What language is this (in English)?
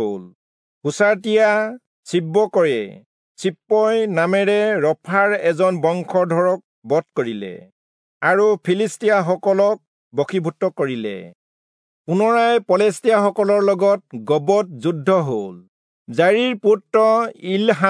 Assamese